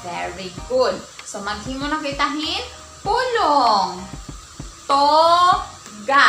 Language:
Waray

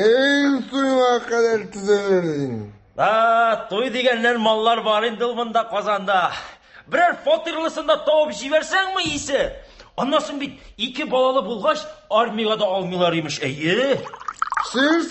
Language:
Tatar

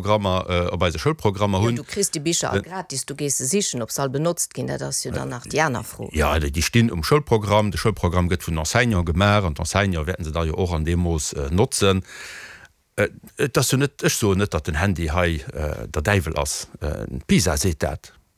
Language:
Luxembourgish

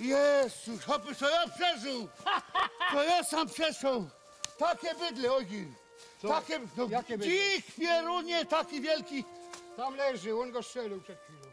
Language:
Silesian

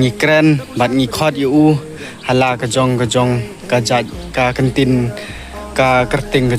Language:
Khasi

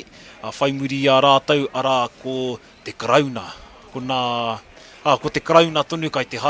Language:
Māori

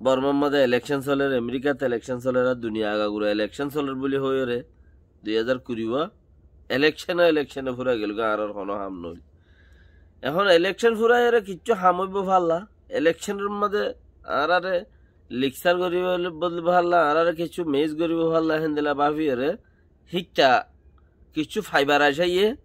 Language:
Rohingya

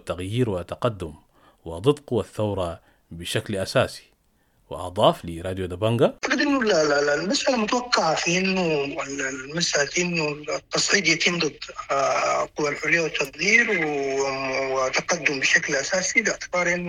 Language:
Sudanese Arabic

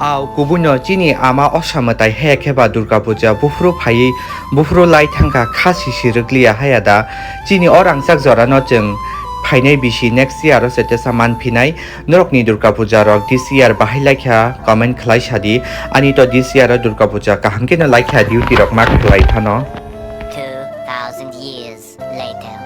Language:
Kok Borok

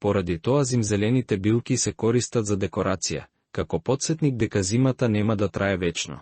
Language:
Macedonian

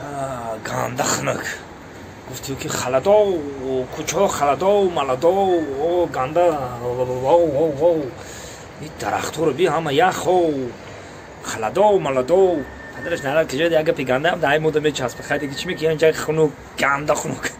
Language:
Tajik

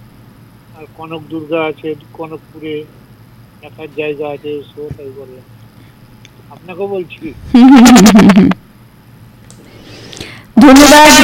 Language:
Bangla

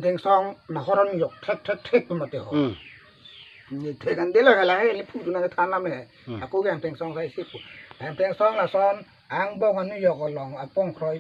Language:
Karbi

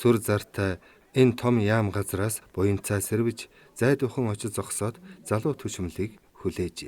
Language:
Mongolian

